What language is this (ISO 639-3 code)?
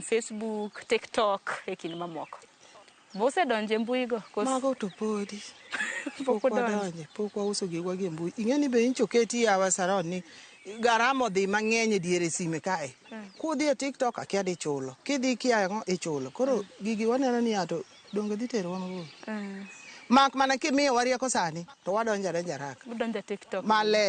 luo